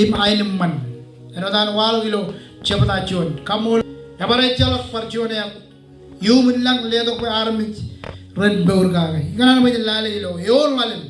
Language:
Marshallese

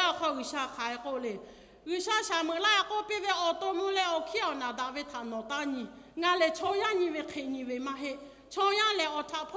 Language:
Lahu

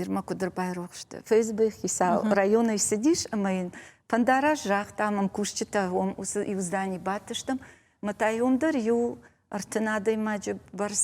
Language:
Ossetic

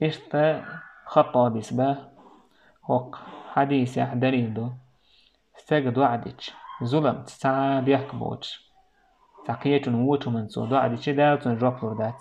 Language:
Chechen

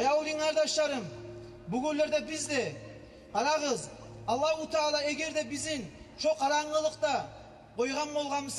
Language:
Kumyk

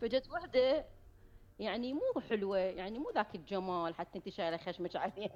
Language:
Mesopotamian Arabic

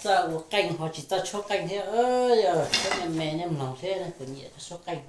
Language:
Hmong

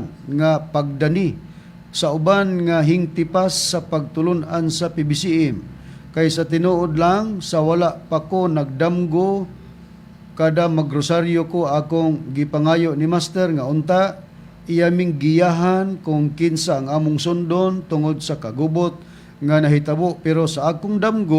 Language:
Cebuano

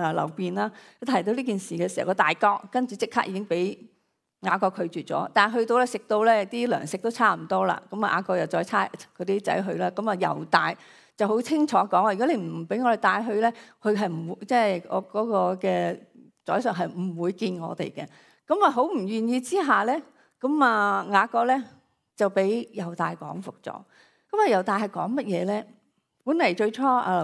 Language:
Cantonese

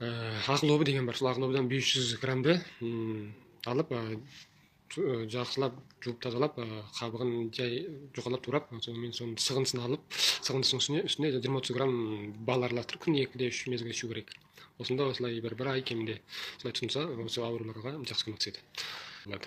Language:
Kazakh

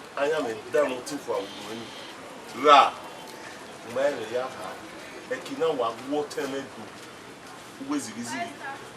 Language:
Bini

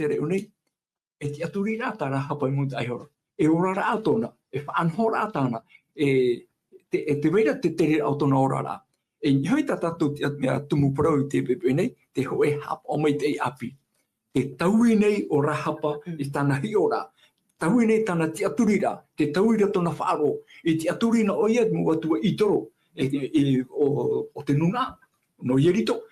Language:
Tahitian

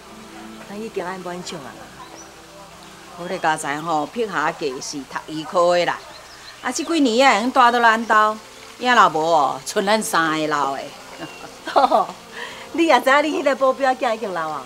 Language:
Min Nan Chinese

